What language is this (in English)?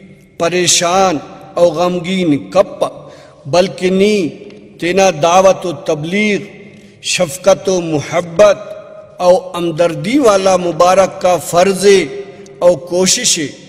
Brahui